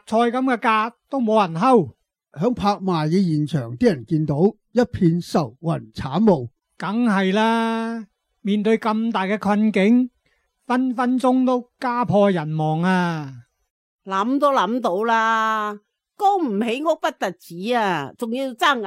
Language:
Cantonese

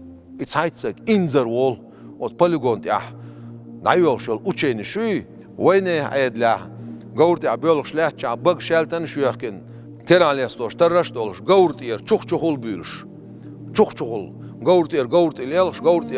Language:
Chechen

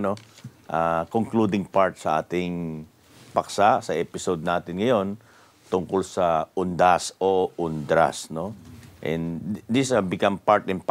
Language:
Filipino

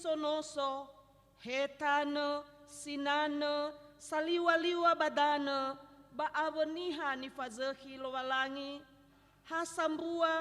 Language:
Nias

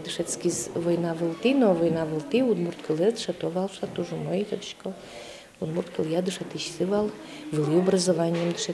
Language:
Udmurt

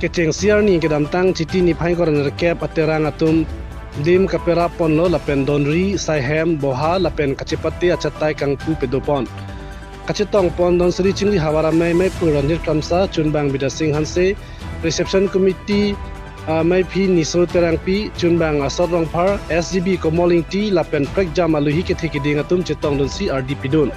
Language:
Karbi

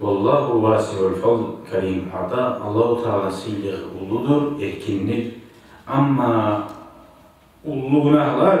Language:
Kumyk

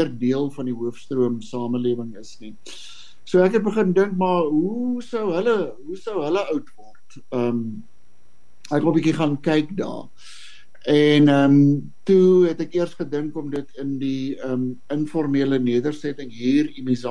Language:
Afrikaans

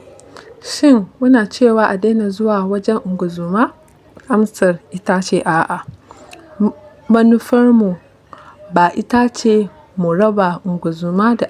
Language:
Hausa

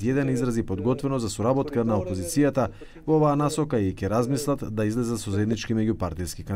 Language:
Macedonian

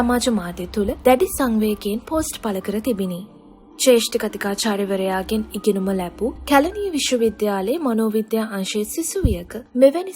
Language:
Sinhala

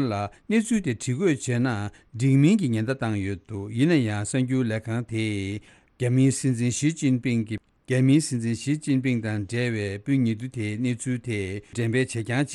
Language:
Tibetan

